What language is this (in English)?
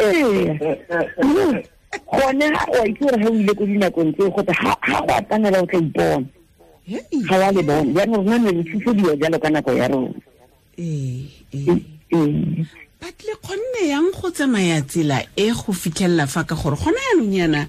Tswana